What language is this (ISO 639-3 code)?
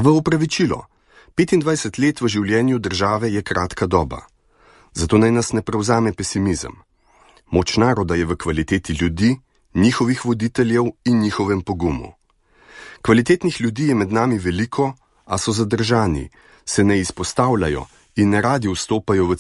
slv